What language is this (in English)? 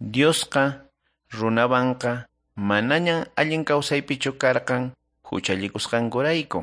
Quechua